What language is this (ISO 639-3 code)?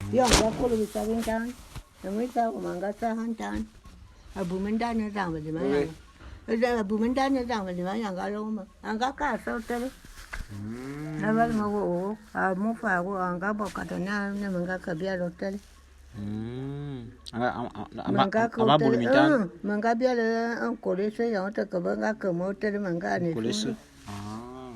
bum